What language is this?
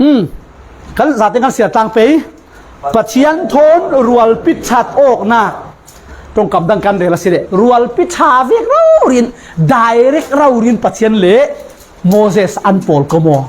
Falam Chin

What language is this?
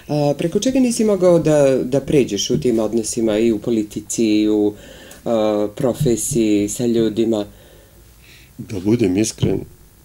Serbian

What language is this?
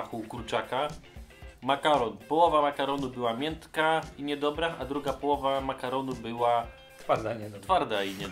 Polish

